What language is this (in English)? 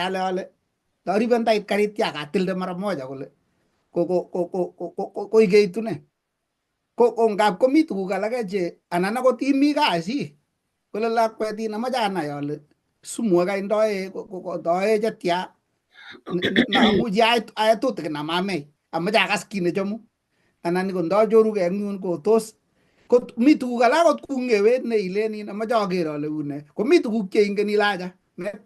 Kalenjin